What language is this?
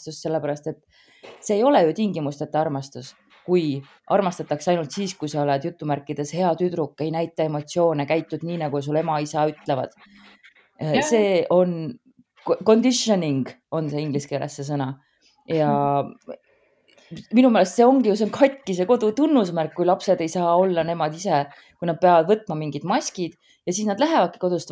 Estonian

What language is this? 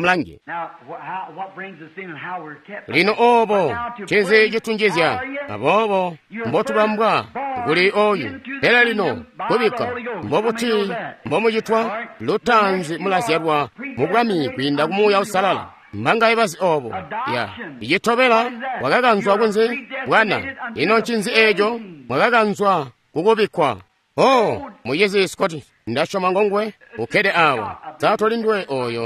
Tonga (Zambia)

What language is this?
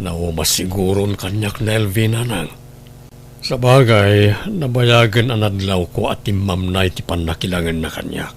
Iloko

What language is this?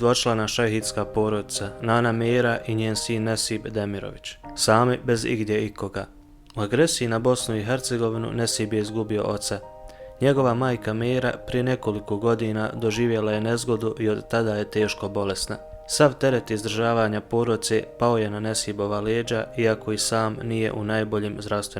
Bosnian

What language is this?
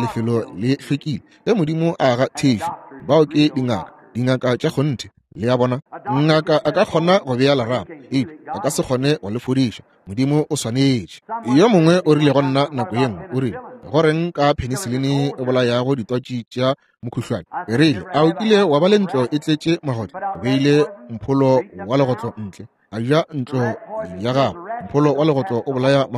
Northern Sotho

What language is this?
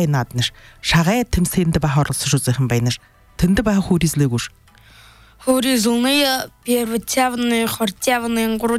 Buriat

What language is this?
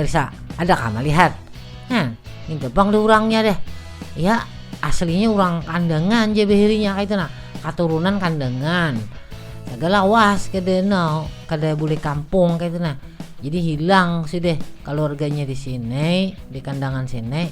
Banjar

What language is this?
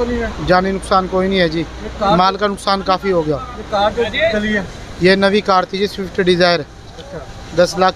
Punjabi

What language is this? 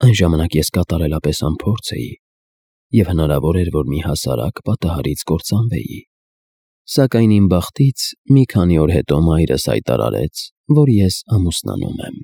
Armenian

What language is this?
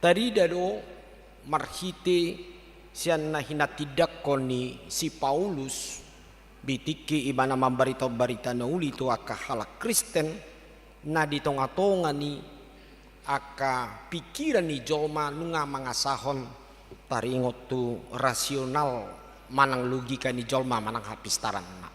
Batak Toba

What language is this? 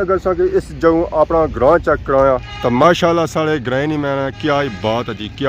Pahari-Potwari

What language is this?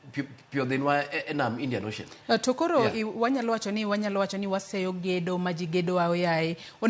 Luo (Kenya and Tanzania)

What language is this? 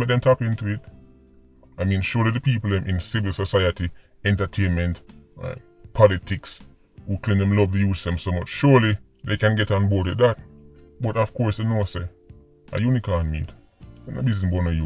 Jamaican Creole English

